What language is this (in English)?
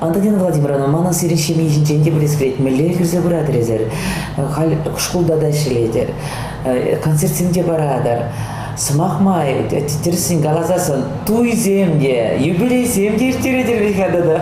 Chuvash